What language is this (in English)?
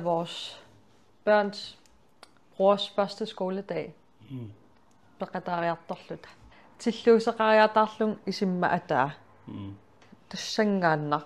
Kalaallisut